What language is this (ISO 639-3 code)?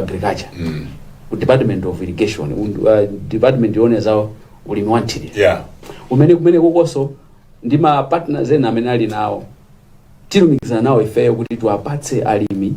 nya